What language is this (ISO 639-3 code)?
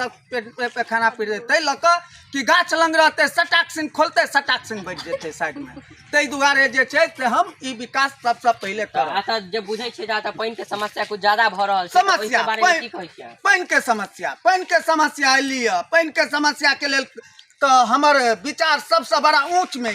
mai